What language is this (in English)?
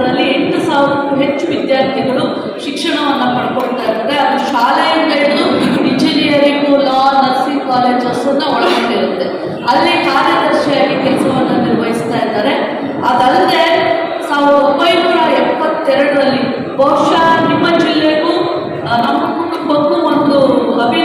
Kannada